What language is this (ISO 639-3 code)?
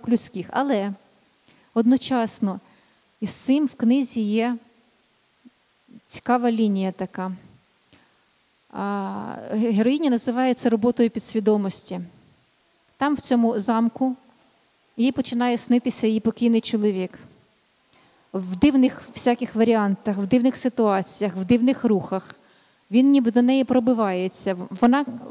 ukr